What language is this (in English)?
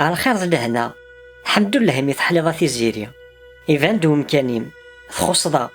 Kabyle